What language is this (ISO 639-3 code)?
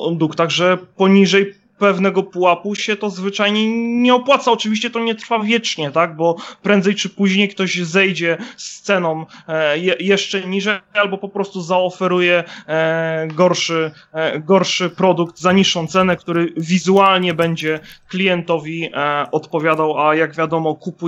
pol